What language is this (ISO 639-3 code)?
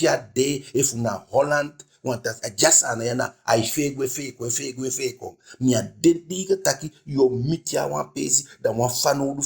djk